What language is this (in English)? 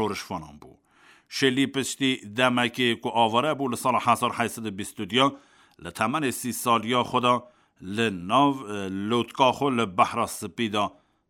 Kurdish